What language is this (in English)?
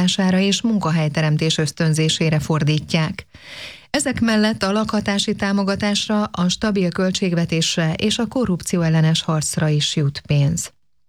Hungarian